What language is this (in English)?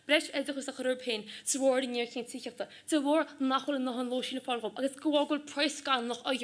Irish